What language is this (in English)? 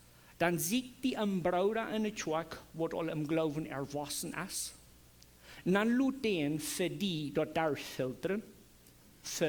Plautdietsch